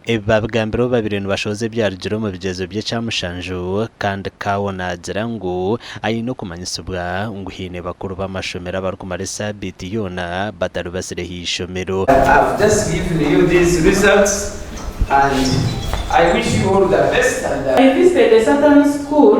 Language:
Nyankole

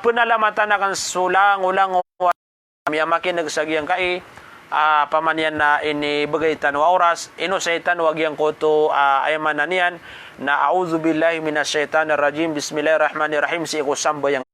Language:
Maranao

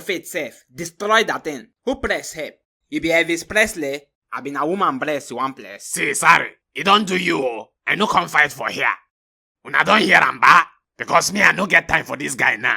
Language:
Nigerian Pidgin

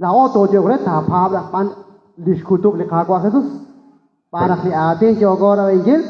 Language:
Kekchí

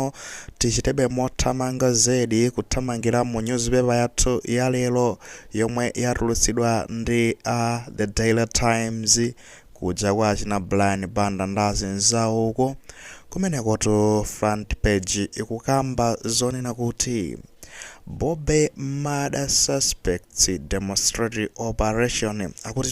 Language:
Nyanja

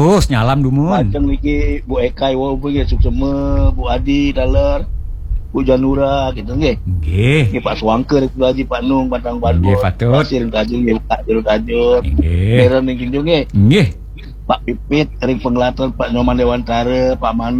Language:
Balinese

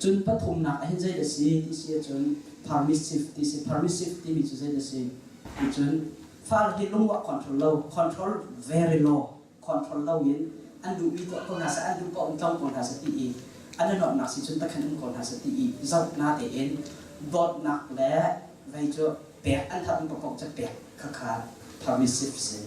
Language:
Hakha Chin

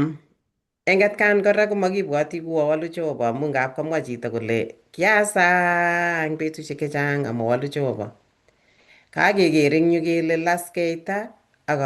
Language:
Kalenjin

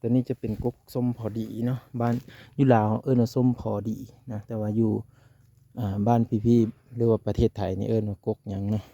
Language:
Lao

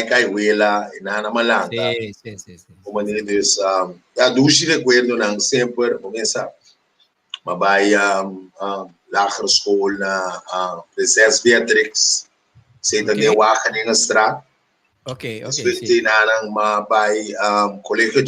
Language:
Papiamento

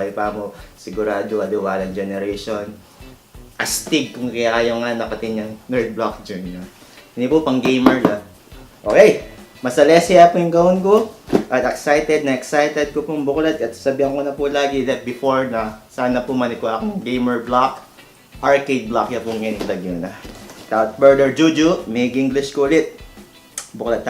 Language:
Pampanga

